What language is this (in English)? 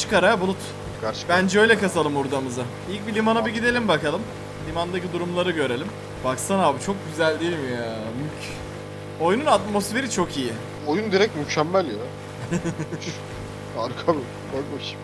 Turkish